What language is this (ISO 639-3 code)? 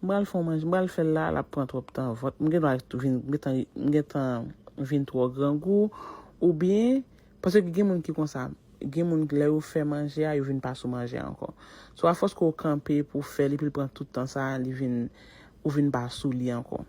hat